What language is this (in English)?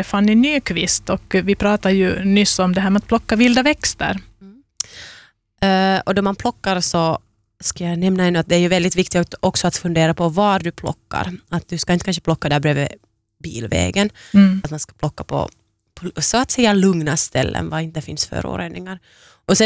Swedish